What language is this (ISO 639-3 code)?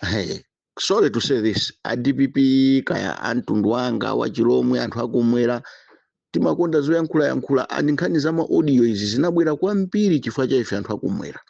nya